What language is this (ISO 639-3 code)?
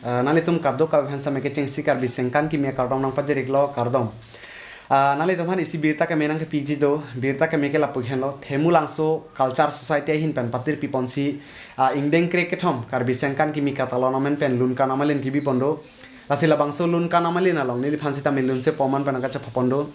mjw